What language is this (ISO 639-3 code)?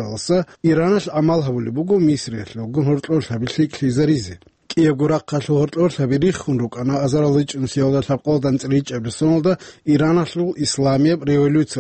ava